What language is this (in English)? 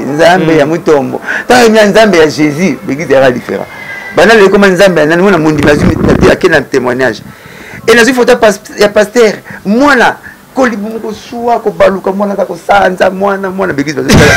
Lingala